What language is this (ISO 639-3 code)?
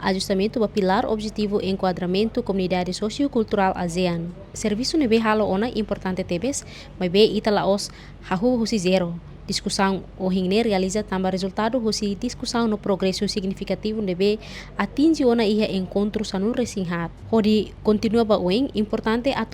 tet